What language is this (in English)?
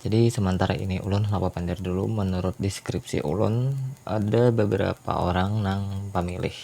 Banjar